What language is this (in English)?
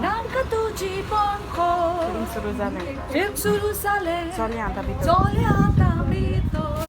Konkani